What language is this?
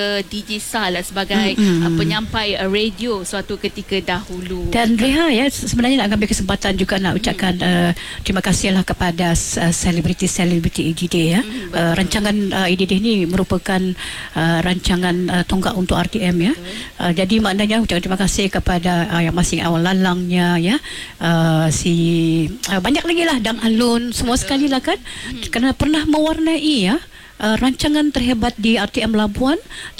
Malay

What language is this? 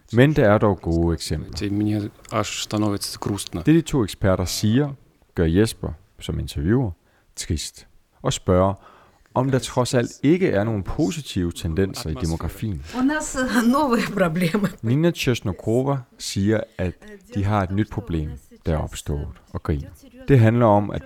Danish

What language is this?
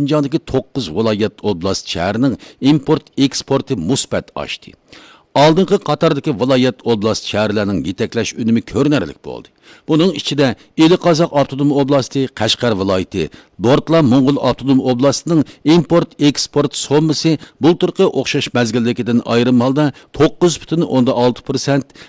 Uyghur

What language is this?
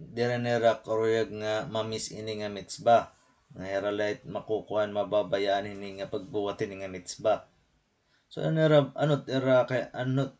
Waray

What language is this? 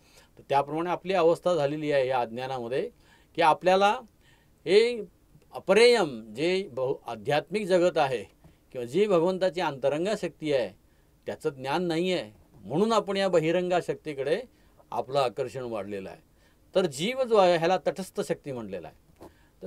Marathi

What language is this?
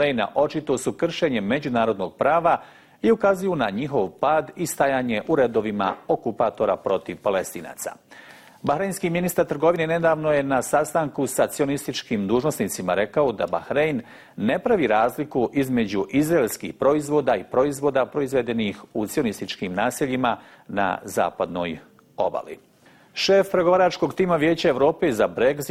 Bosnian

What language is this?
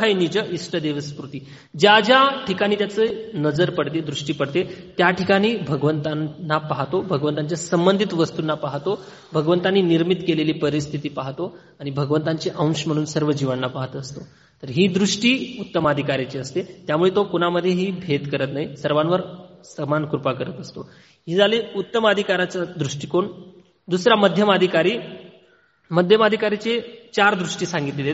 Marathi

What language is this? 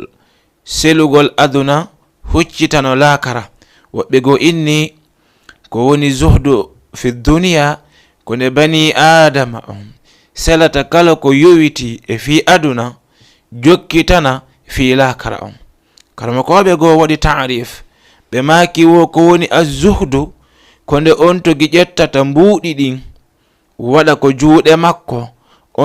Fula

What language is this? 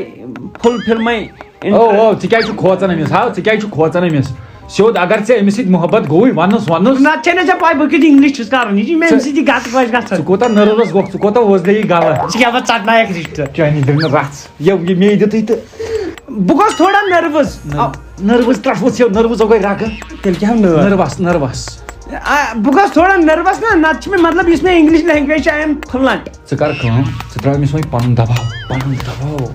Kashmiri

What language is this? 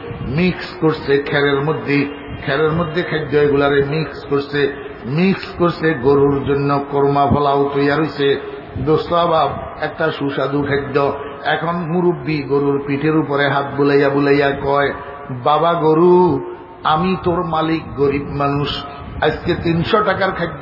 Bangla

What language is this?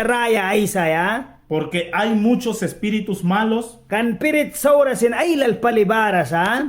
Mískito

